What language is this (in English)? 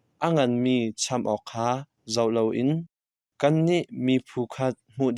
Hakha Chin